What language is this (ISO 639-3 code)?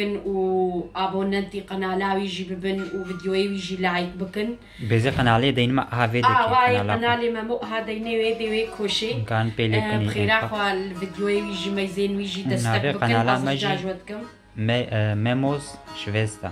kur